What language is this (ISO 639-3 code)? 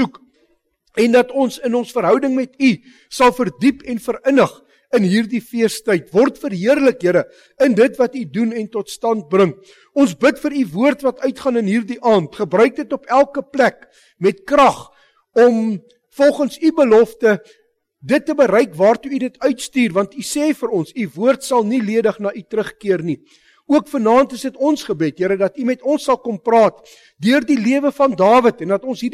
afr